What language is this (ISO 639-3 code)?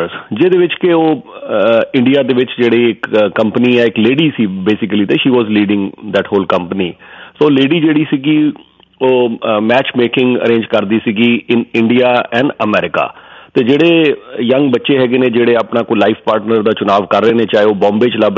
pan